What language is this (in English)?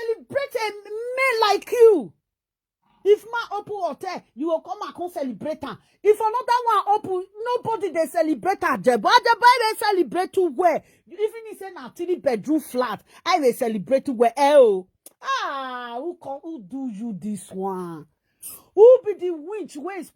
Nigerian Pidgin